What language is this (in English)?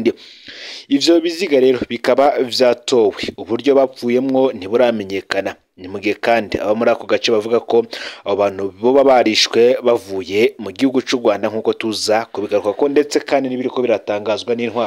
Rundi